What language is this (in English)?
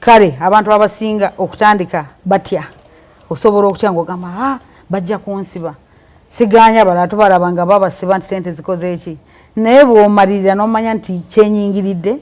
Ganda